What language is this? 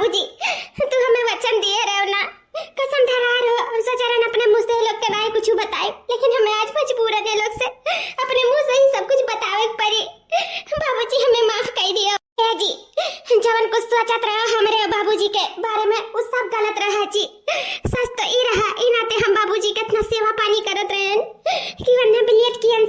Awadhi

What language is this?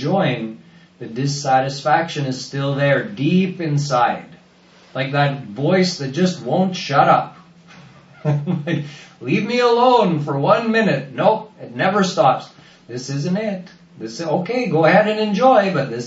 English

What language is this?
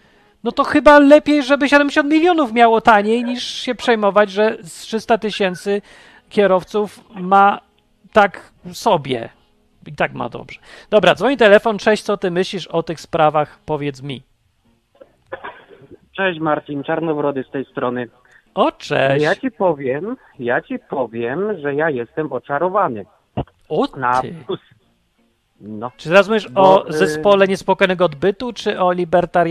Polish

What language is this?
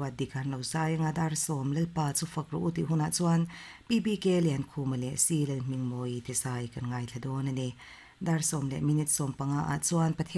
Mizo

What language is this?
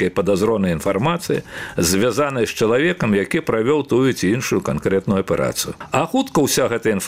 Belarusian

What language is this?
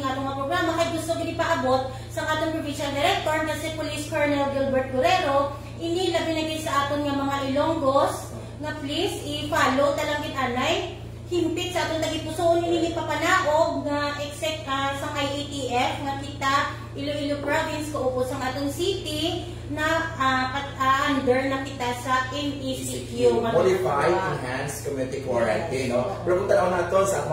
Hiligaynon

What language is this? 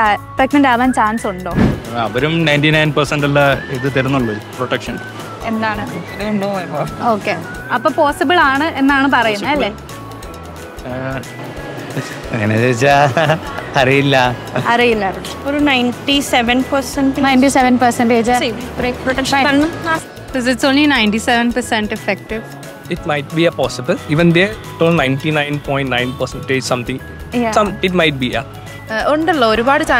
Malayalam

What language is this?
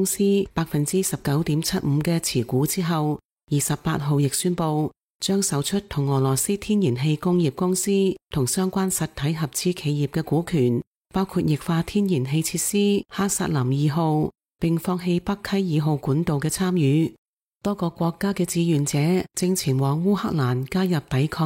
Cantonese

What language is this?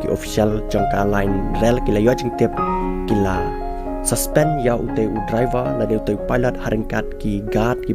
Khasi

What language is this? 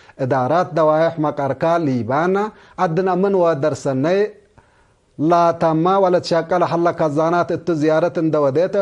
Tigre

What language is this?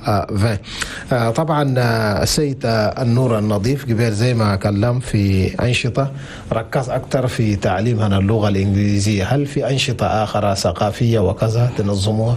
Chadian Arabic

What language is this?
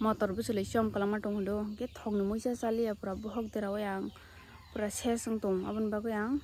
Kok Borok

